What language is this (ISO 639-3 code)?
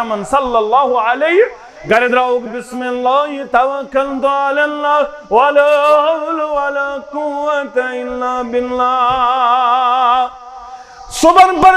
kas